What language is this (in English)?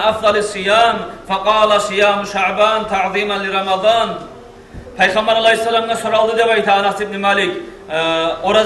Kumyk